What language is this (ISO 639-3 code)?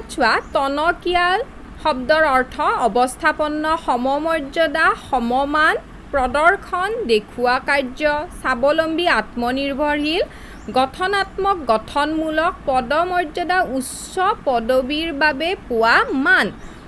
asm